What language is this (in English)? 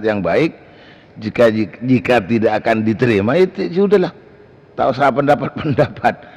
Madurese